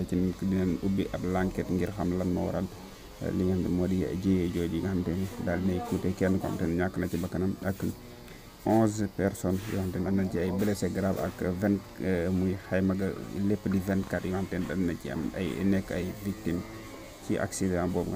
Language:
Wolof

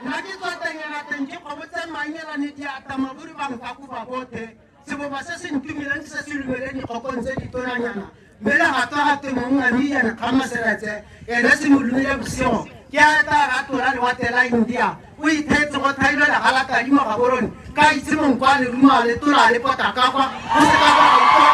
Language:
Tswana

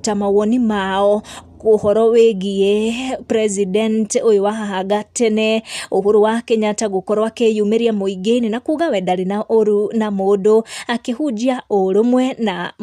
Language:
Kikuyu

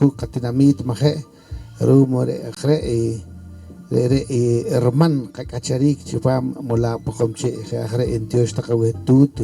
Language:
Poqomchi'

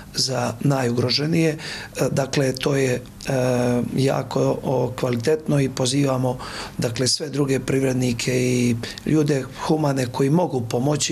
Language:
Bosnian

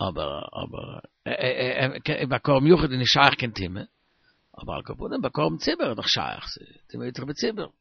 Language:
Yiddish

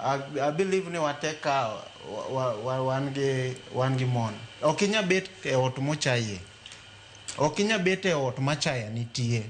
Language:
Luo (Kenya and Tanzania)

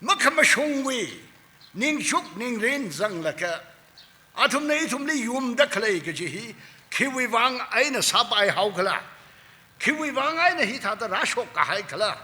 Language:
Tangkhul Naga (India)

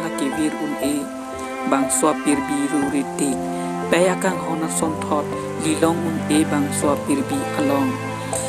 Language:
Karbi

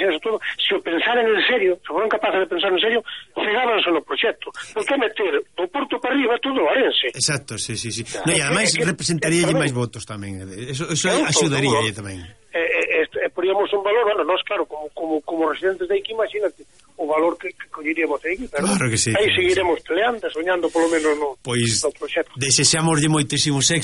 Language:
Galician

